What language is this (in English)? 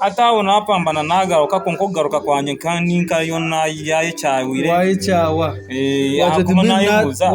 Nyankole